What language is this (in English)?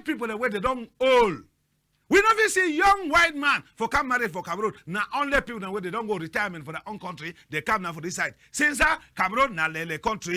Cameroon Pidgin